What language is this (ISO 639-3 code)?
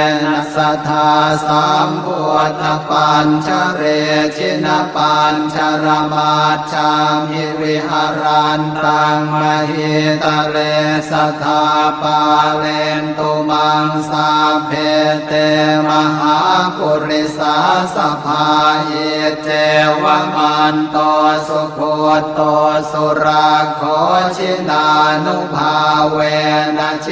pli